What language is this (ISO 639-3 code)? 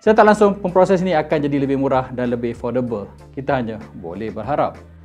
msa